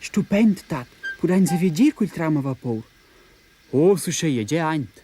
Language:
Romansh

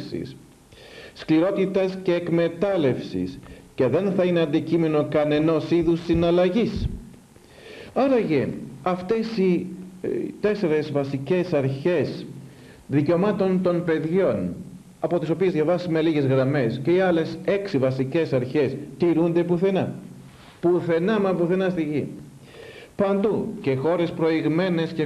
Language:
Greek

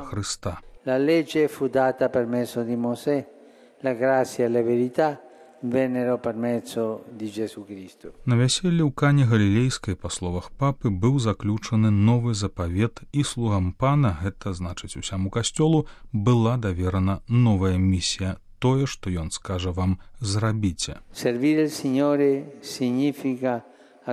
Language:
Belarusian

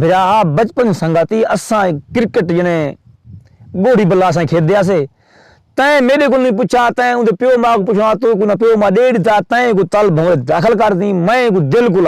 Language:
Saraiki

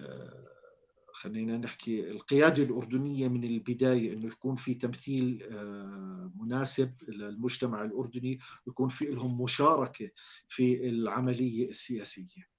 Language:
North Levantine Arabic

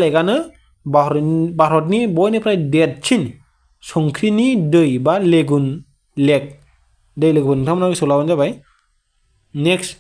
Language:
Bodo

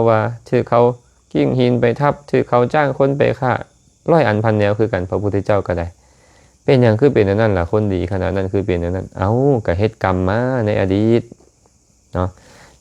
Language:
Lao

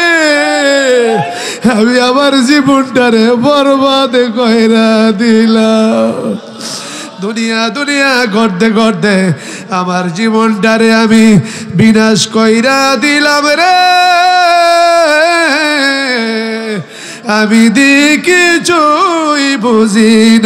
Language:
Bangla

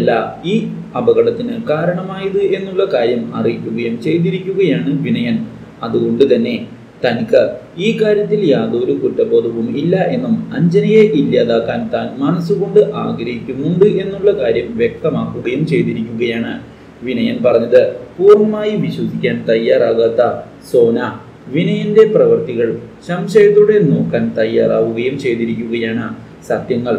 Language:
Malayalam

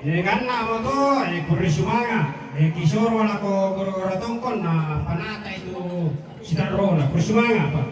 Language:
Toraja-Sa'dan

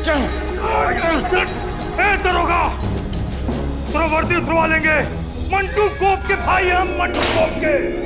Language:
Bhojpuri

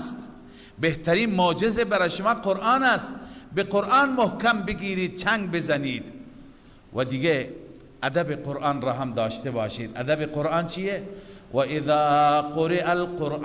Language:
Persian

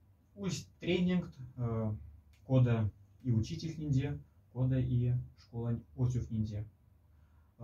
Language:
Moksha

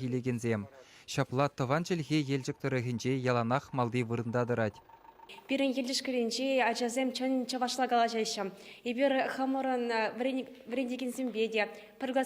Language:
Chuvash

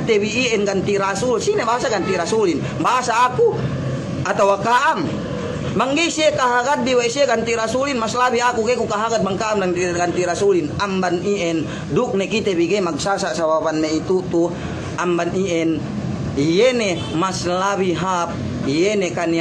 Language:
Yakan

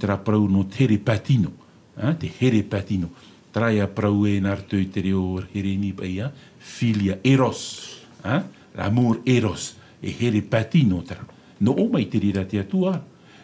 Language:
Tahitian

